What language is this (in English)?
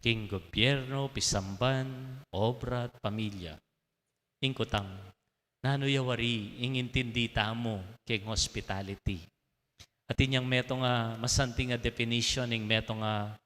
Pampanga